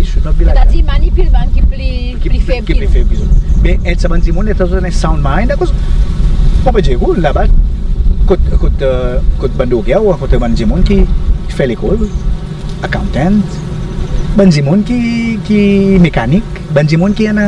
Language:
Seselwa Creole French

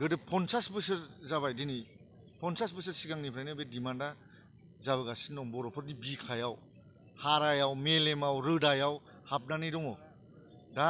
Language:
Bodo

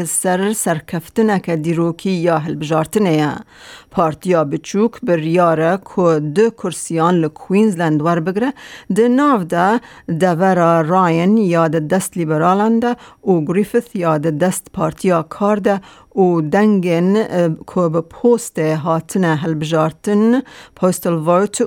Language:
Kurdish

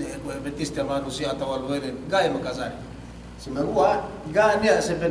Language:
Yakan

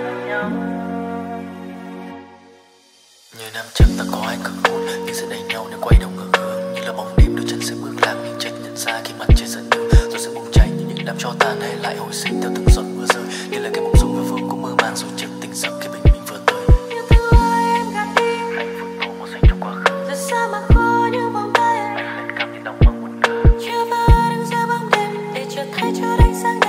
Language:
Vietnamese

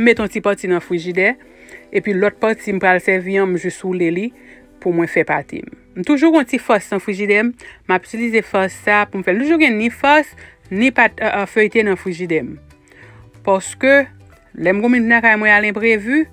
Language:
Haitian Creole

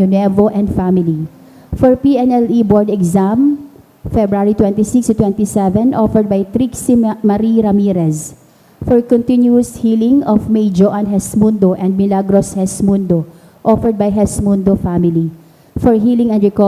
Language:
Bikol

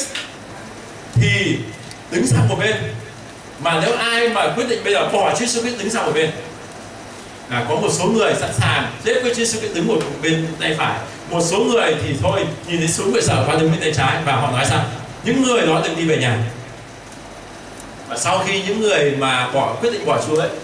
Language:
Vietnamese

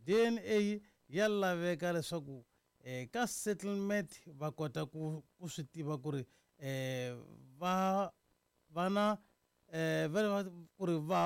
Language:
Tsonga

